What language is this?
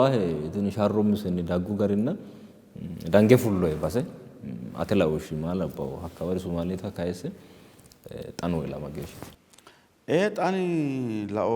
Sidamo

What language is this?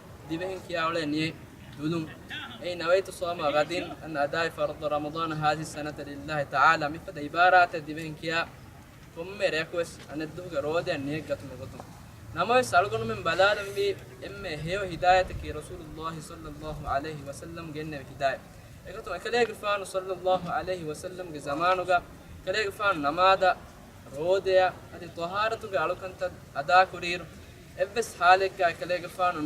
Divehi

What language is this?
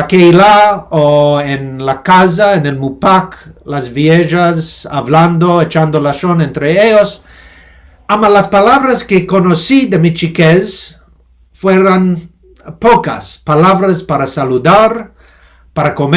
Ladino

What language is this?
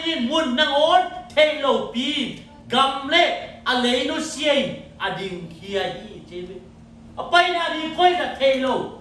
Tedim Chin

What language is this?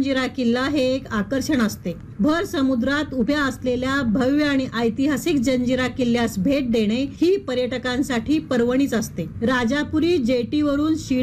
Marathi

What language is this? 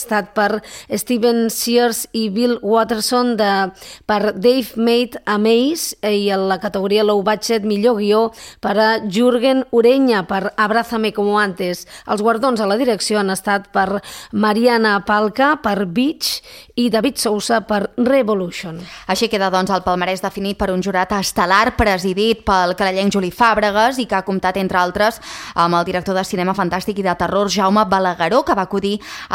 Catalan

